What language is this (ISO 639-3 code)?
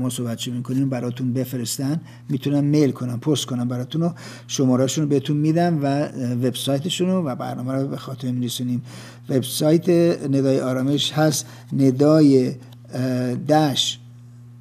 fas